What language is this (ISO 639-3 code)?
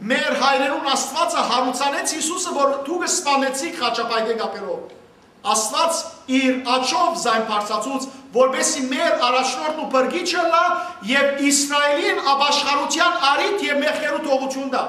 hyw